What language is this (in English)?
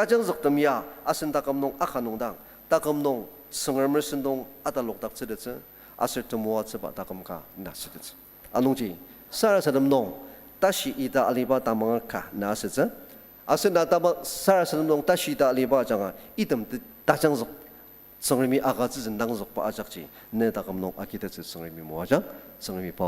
Ao Naga